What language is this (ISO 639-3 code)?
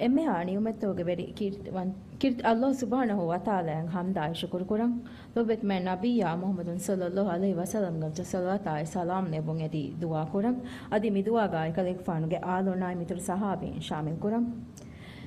div